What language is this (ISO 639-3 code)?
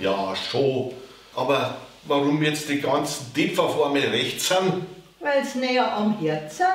bar